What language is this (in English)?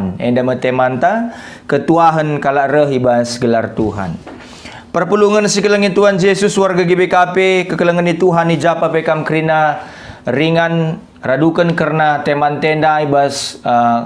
Batak Karo